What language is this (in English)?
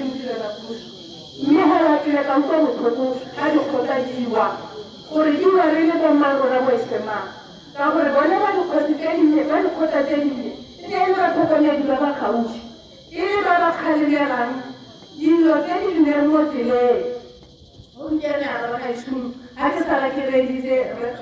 Tswana